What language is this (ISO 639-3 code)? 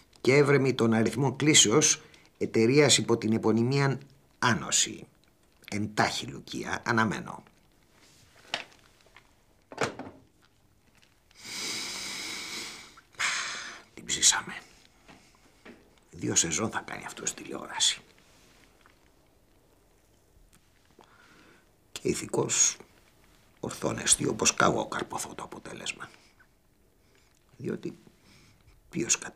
ell